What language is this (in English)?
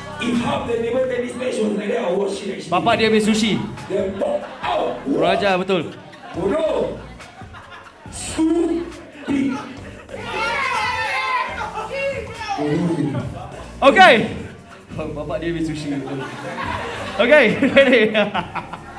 Malay